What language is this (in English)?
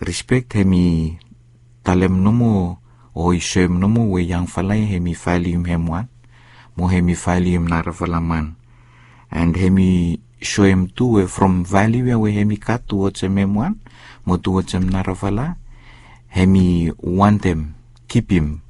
Bislama